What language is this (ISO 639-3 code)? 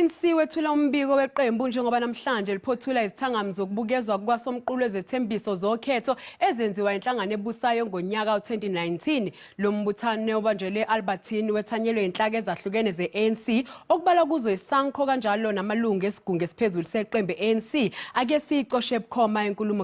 zul